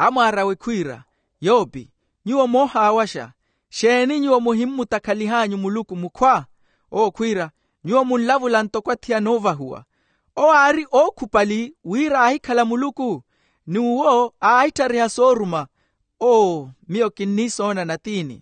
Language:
Makhuwa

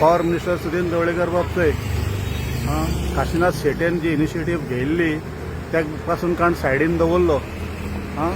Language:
Konkani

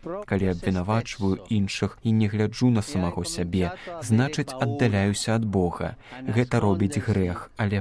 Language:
Belarusian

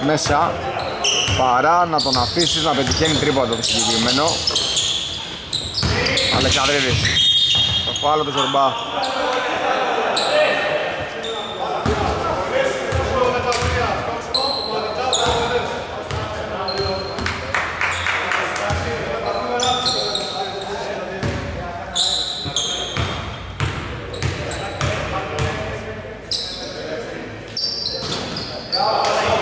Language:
Greek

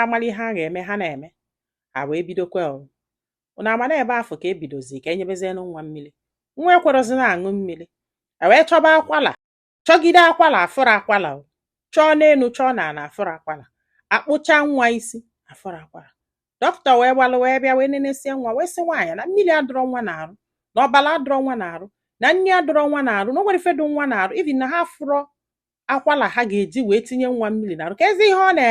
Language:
Igbo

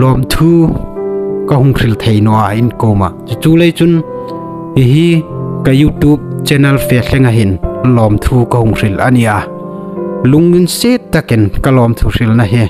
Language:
Hmar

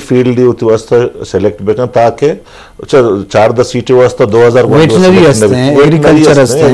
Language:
Baluchi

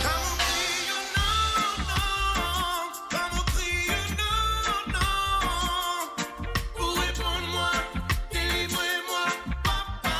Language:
Morisyen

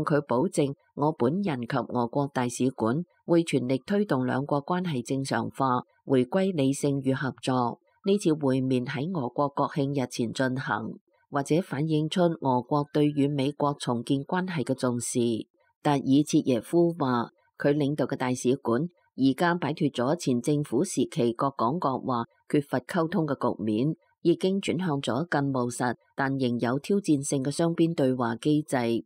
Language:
Cantonese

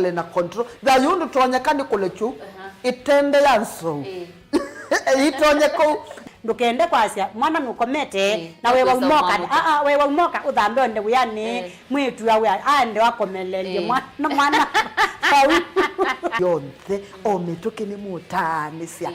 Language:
Kamba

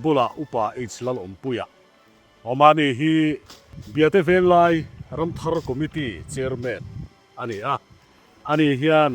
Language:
Mizo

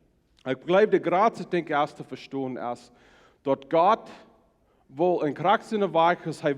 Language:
Plautdietsch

